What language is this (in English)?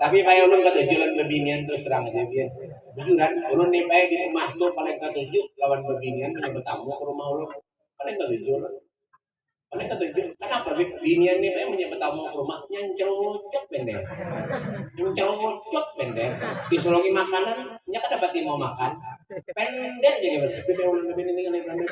Banjar